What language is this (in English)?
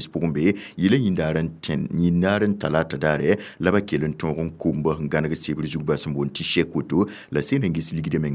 Mossi